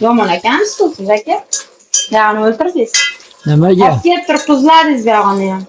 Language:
Uzbek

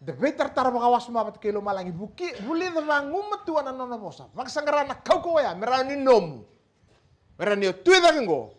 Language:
Fijian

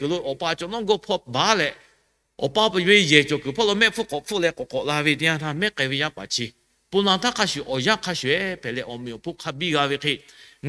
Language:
Lahu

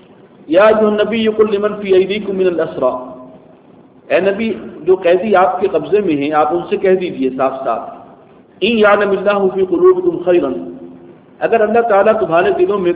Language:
Urdu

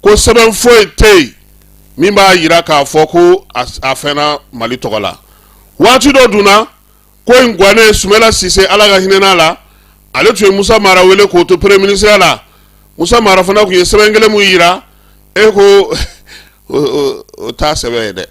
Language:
Bambara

